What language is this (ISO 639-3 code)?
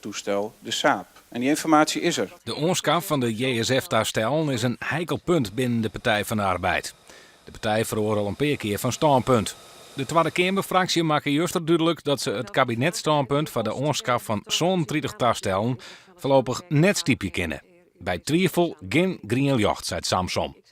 fry